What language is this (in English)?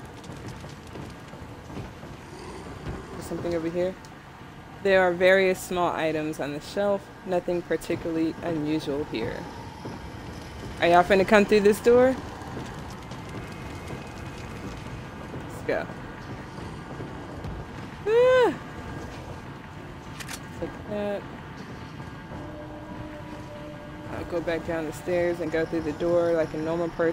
English